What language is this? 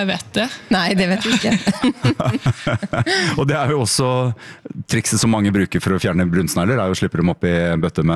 Norwegian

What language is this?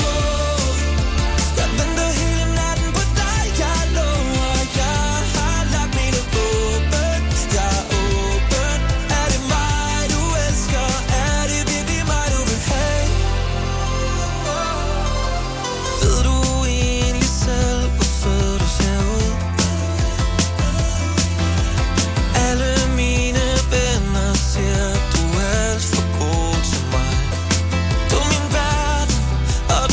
Danish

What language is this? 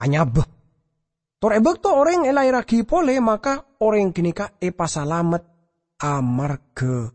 Madurese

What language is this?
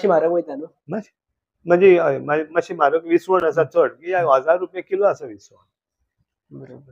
Konkani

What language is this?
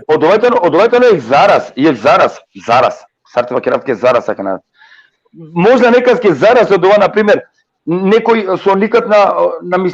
Balkan Romani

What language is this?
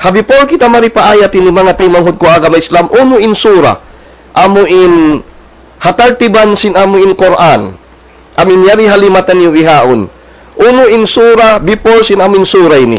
Tausug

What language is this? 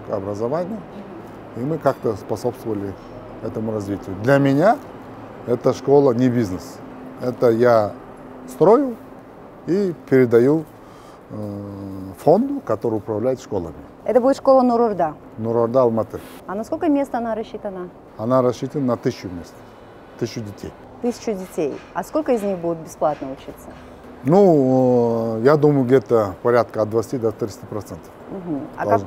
Russian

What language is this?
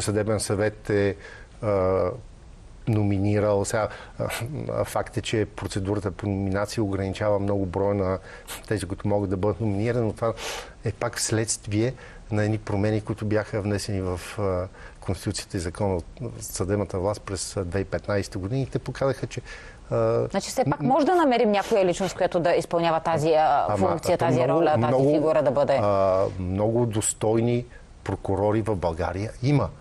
Bulgarian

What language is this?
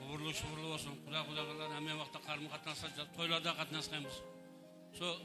Kara-Kalpak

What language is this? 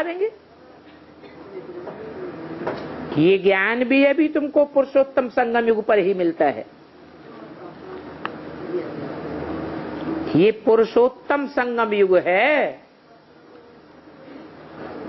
Hindi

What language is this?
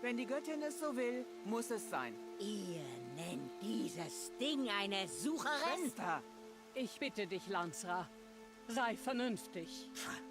Swiss German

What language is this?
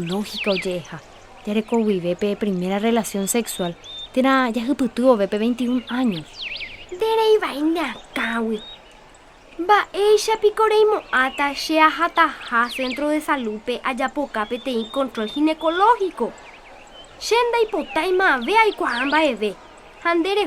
Guarani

